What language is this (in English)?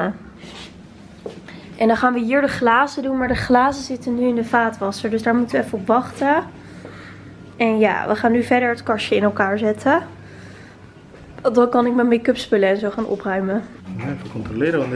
Dutch